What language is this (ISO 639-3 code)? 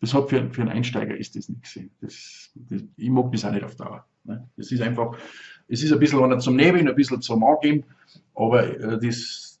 bar